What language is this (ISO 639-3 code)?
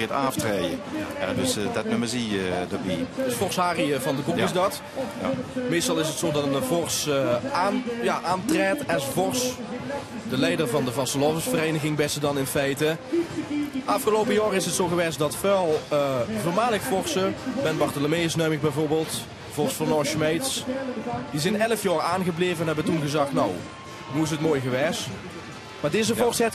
lim